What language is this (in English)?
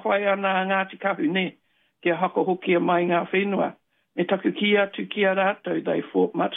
Māori